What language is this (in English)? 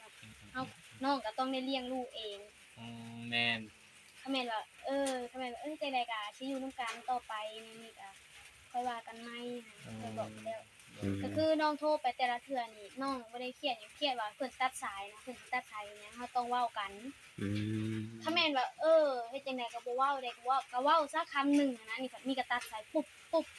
Northeastern Thai